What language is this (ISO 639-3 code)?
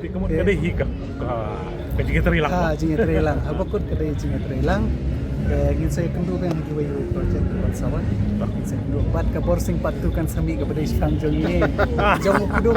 kha